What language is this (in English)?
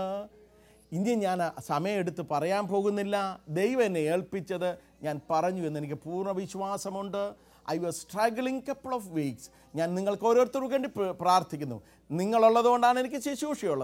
Malayalam